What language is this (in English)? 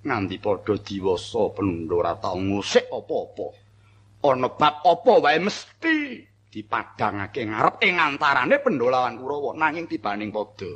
Javanese